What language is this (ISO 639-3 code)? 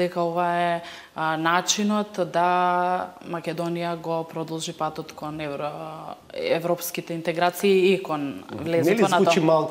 mkd